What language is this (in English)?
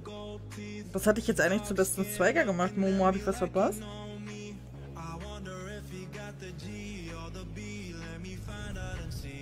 German